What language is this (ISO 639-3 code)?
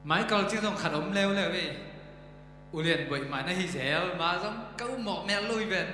ctd